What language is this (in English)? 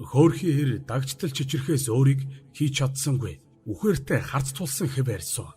Mongolian